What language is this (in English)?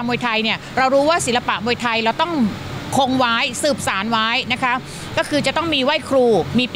Thai